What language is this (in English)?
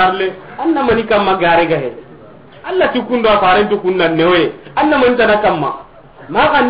Soninke